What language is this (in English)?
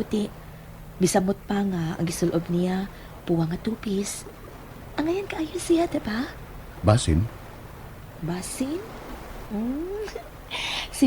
Cebuano